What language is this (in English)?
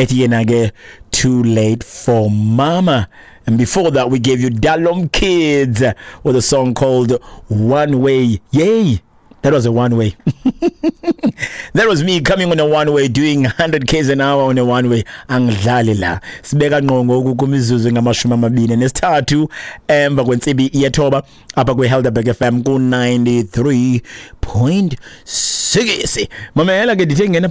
Xhosa